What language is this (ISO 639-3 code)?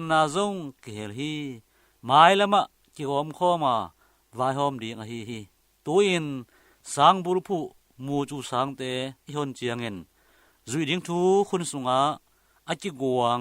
ctd